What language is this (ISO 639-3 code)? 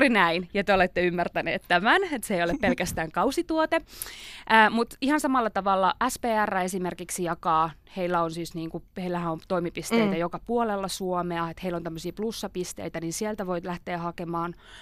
fin